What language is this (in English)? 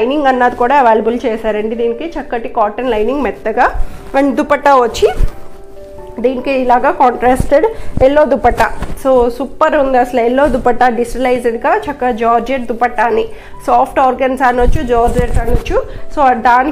Telugu